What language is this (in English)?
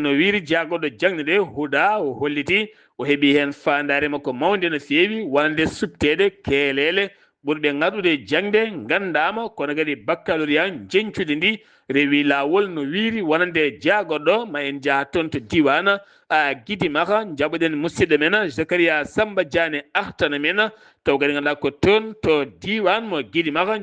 Fula